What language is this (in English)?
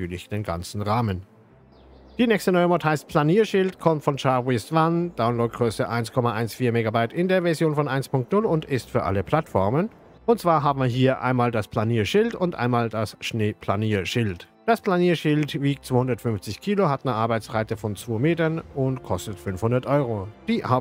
German